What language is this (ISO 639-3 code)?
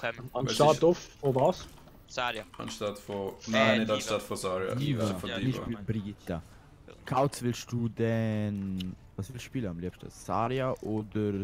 gsw